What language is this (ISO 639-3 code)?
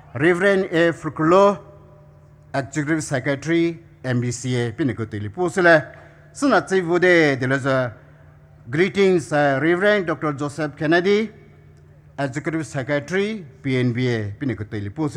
pmx